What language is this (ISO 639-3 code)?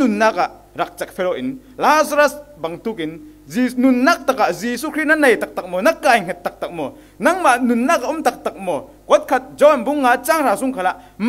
cfm